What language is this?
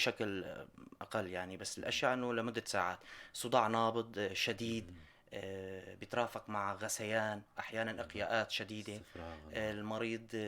North Levantine Arabic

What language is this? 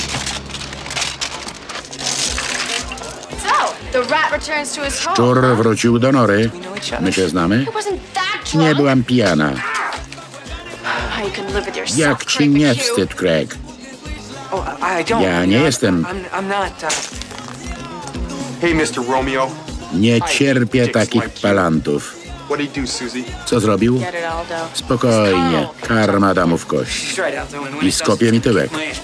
Polish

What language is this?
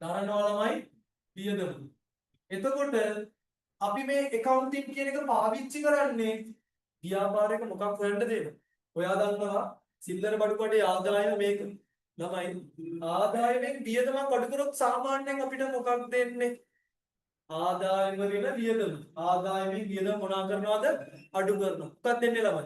Sinhala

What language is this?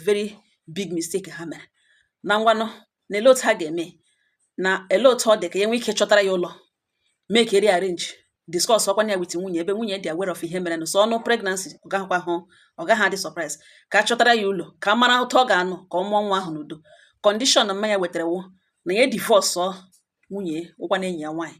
Igbo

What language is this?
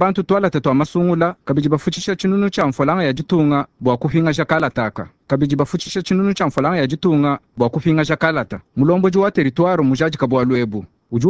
Luba-Lulua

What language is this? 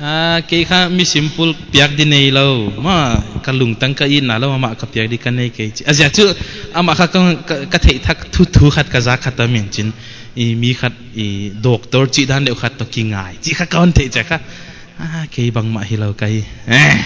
Paite Chin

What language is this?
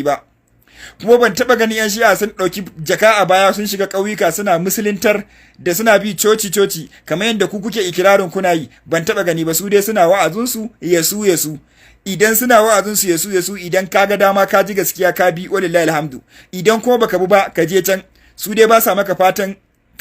Hausa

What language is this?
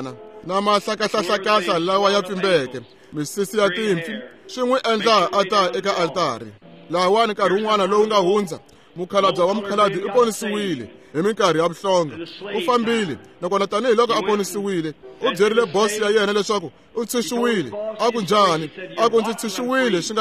Tsonga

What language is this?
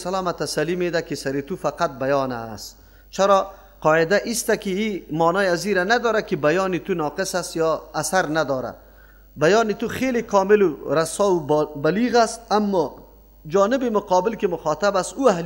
Persian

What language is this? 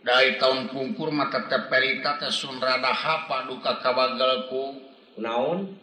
Sundanese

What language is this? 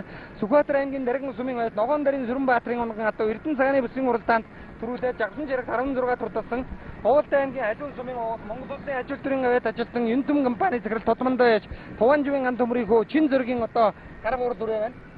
Mongolian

